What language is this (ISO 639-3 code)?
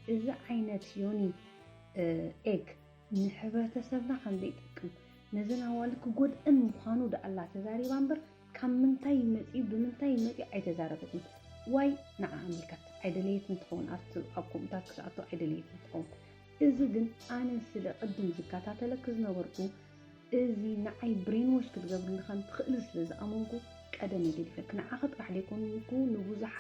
tir